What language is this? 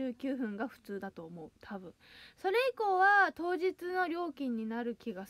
Japanese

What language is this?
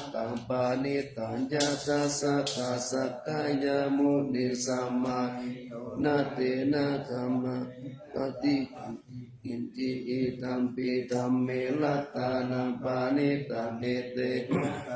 Pali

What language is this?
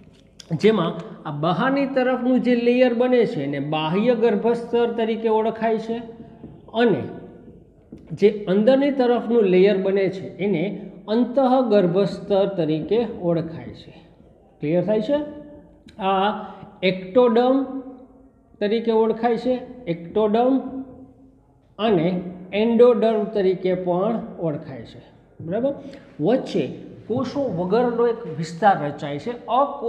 Gujarati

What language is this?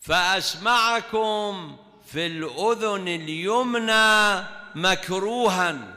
Mesopotamian Arabic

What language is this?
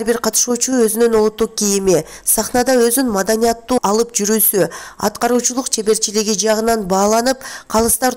Kyrgyz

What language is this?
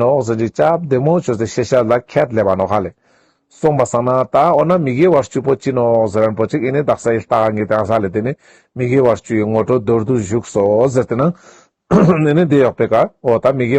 Ladakhi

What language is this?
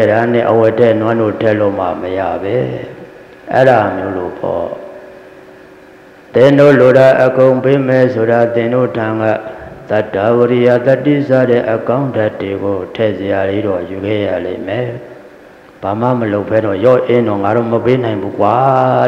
Burmese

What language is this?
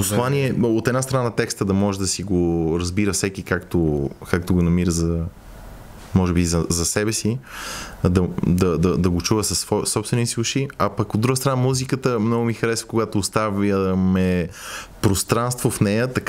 Bulgarian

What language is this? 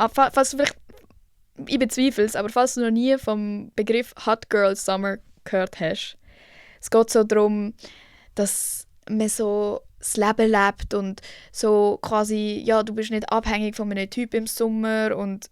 Swiss German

